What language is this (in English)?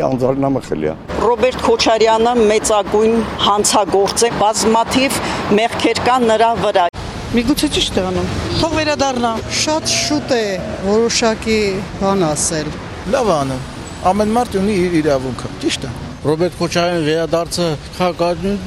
Armenian